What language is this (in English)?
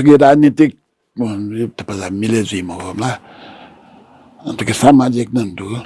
Newari